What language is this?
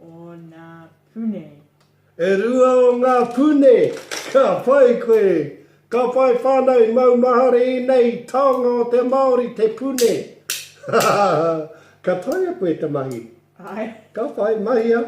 Māori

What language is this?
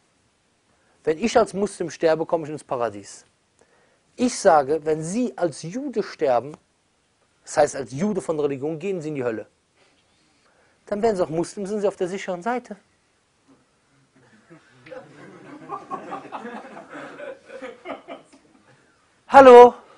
German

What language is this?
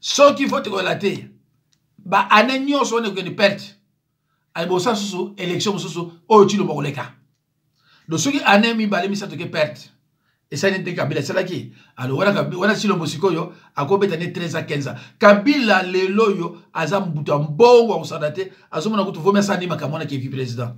Lingala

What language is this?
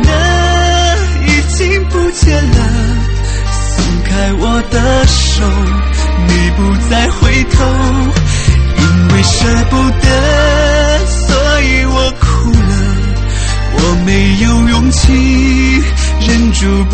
Chinese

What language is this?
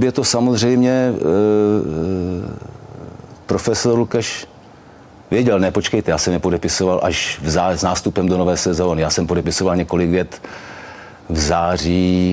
Czech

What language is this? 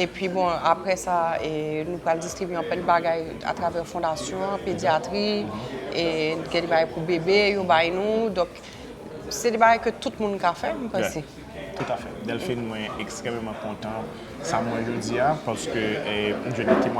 Haitian Creole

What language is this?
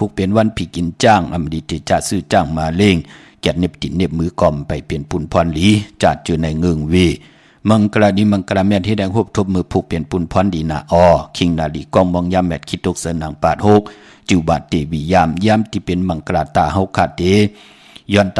Shan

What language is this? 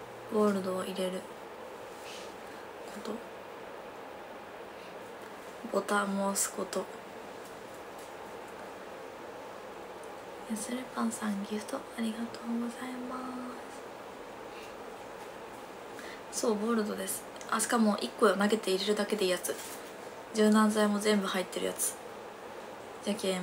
Japanese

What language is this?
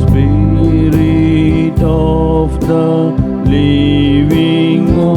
Konkani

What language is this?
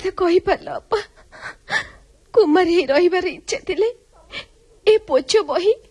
Odia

